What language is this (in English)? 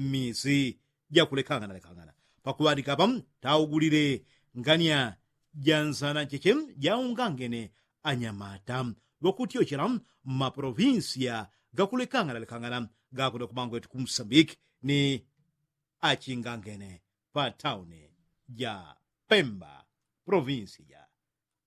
Yao